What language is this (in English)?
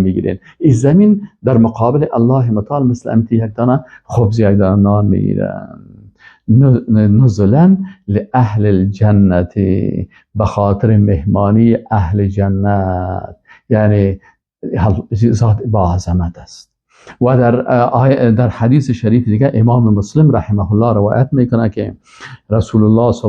Persian